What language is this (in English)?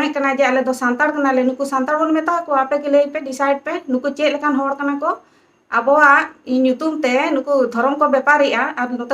Santali